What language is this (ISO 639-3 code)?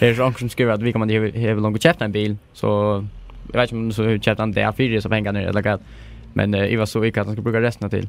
fao